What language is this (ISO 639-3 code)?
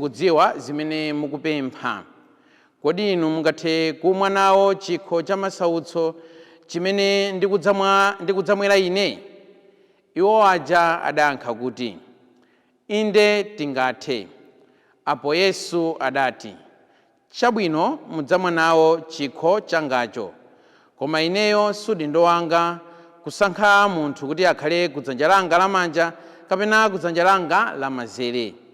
nya